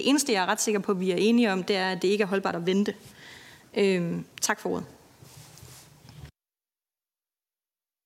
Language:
Danish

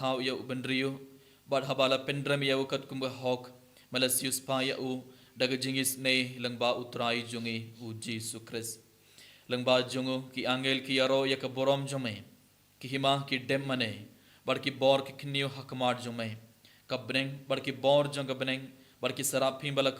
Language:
Khasi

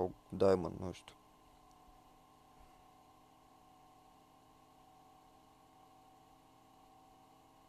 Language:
Romanian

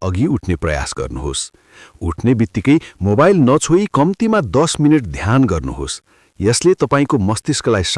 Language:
Nepali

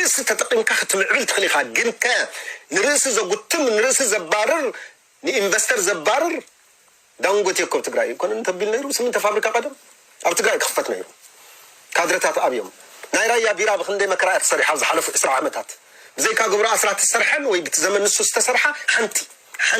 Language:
Tigrinya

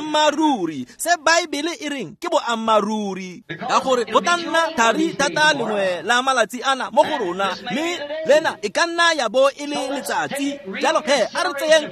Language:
Tswana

